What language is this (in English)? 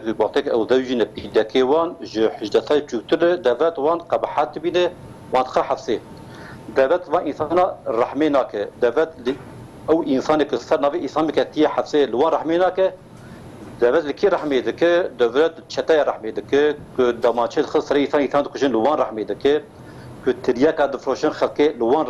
Kurdish